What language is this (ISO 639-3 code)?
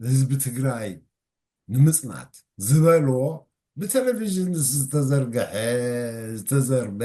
tir